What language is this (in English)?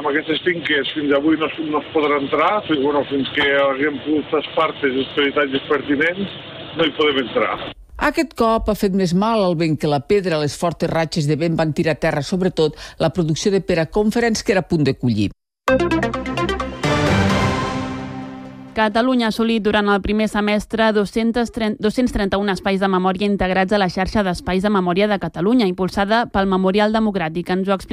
Catalan